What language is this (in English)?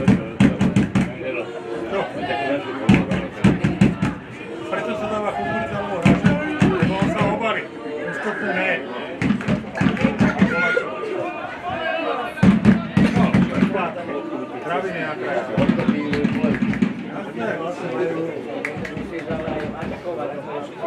Slovak